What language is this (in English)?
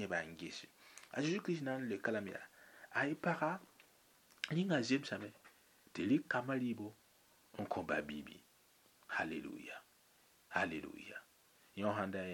Mossi